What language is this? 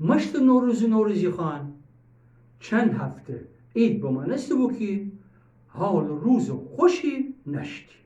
Gilaki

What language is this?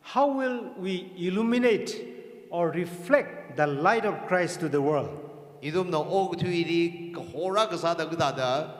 Tangkhul Naga (India)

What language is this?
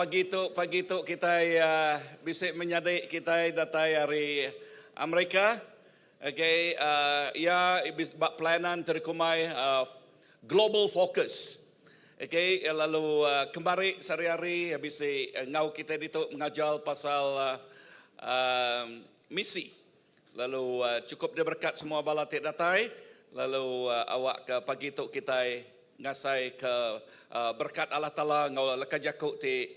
Iban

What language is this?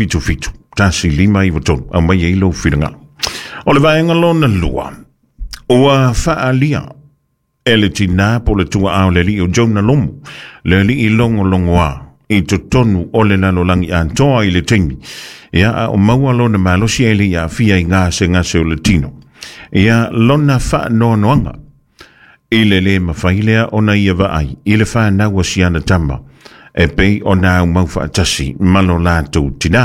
Samoan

